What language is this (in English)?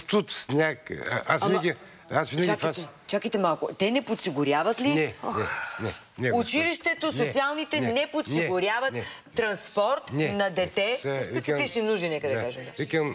Bulgarian